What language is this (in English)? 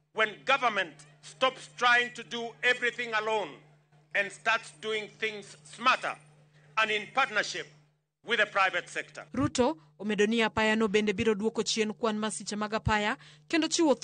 Luo (Kenya and Tanzania)